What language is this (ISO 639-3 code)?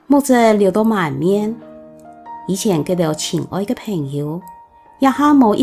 hak